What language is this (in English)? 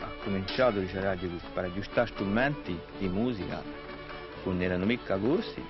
Corsican